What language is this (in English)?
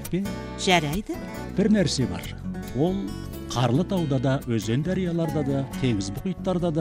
Kazakh